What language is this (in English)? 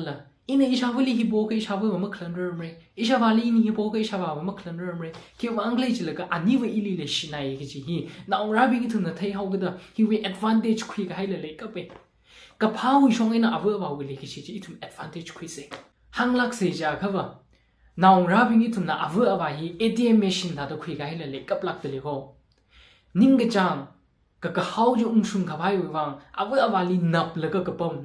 Tangkhul Naga (India)